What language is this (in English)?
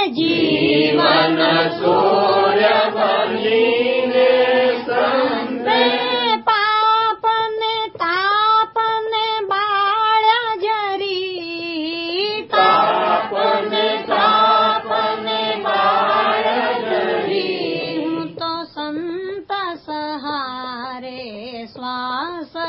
Gujarati